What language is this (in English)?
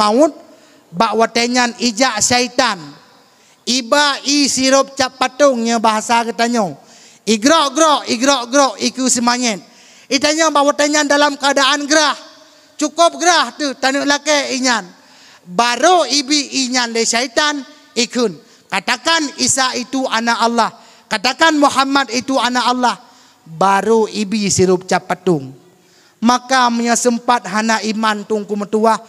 Achinese